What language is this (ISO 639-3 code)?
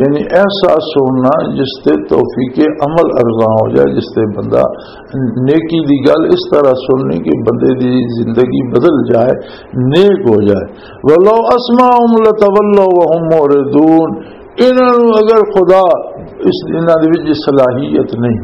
lah